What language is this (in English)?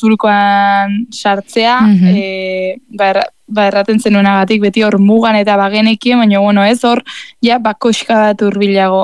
Basque